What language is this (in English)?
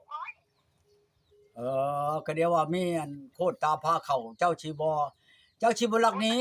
Northeastern Thai